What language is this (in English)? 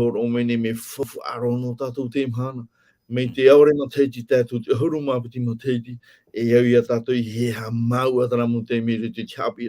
Tahitian